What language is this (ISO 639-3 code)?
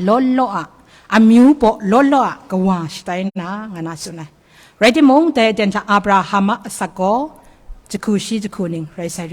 kac